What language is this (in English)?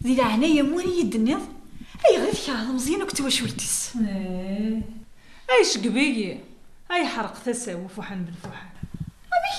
Kabyle